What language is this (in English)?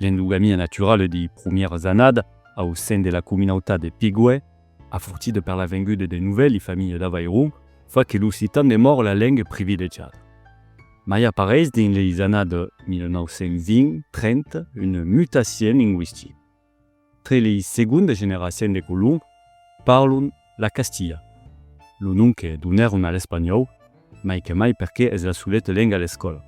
Occitan